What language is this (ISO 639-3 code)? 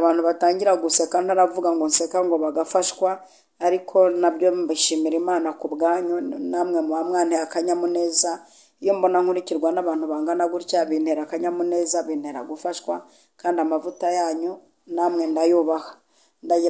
kin